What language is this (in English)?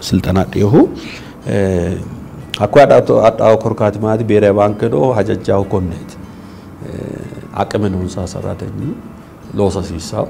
Sidamo